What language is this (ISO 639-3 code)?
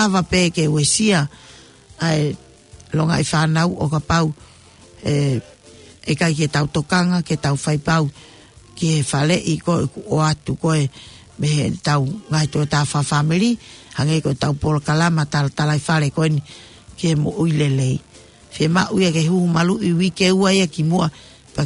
ton